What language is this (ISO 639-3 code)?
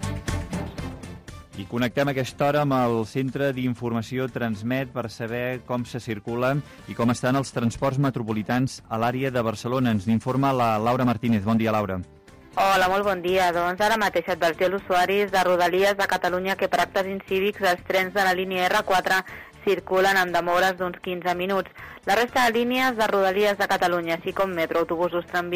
cat